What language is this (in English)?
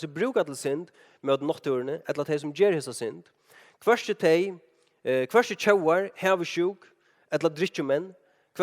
Faroese